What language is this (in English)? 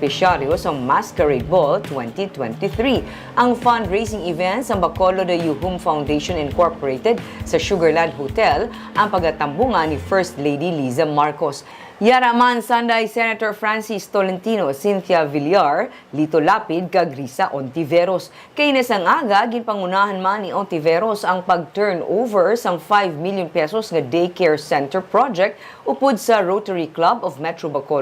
Hiligaynon